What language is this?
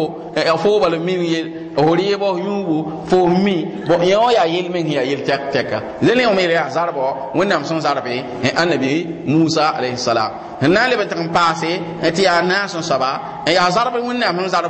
Mossi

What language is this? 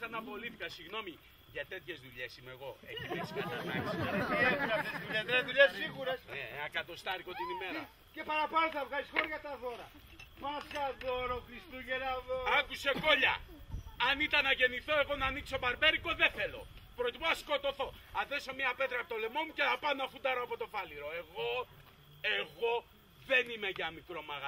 Greek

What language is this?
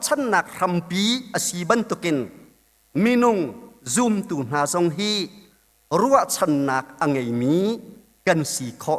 Hakha Chin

